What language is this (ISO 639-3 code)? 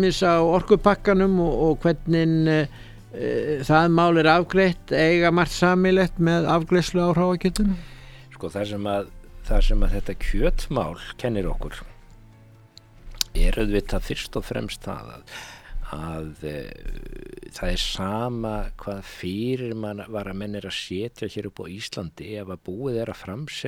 isl